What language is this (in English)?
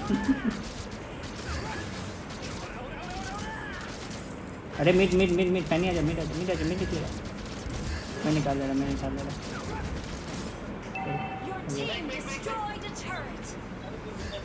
Hindi